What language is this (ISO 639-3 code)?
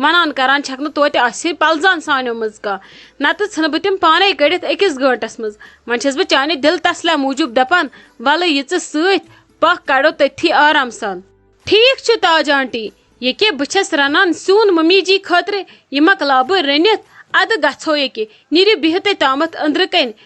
kas